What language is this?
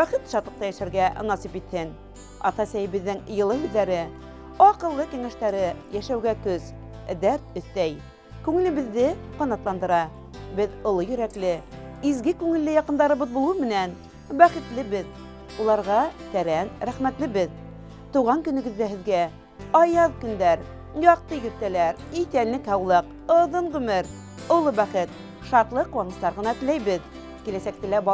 Bashkir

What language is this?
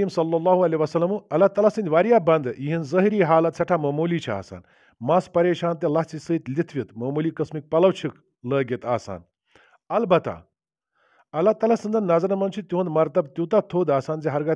Kashmiri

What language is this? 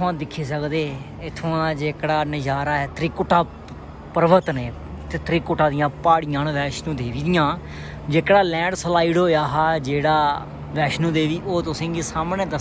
Dogri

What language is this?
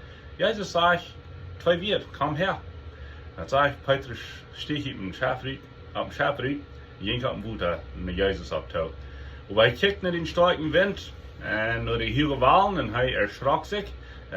Plautdietsch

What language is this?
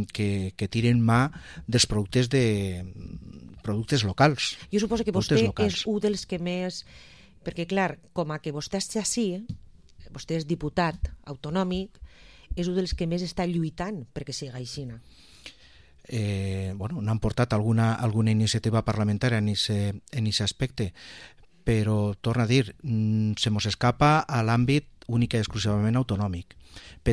Catalan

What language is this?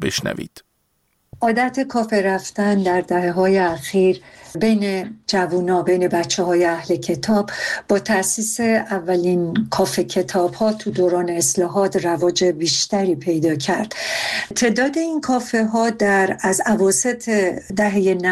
Persian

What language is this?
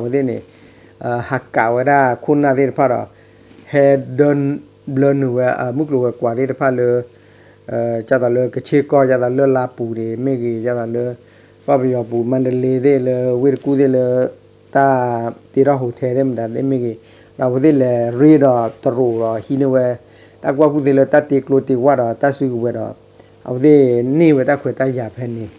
S'gaw Karen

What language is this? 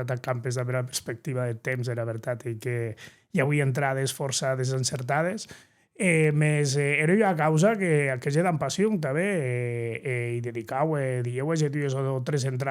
Occitan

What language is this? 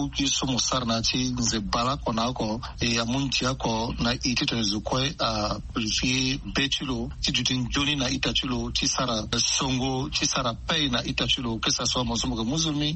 Sango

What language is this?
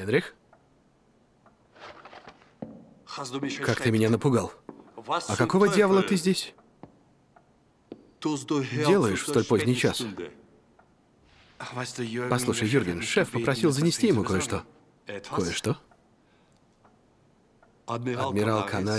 Russian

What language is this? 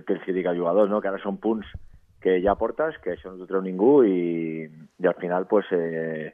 Catalan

